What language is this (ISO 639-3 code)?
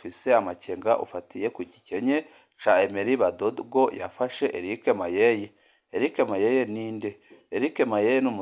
run